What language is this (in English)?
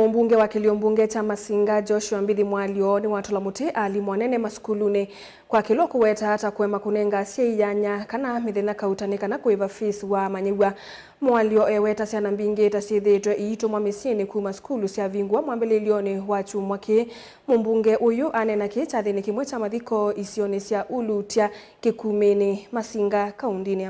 Kamba